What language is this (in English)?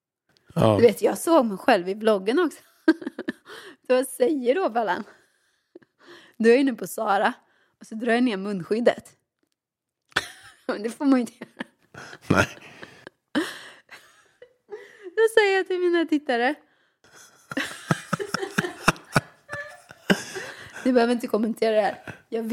Swedish